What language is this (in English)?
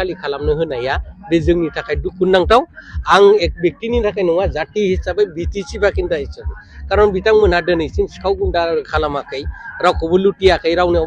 Bodo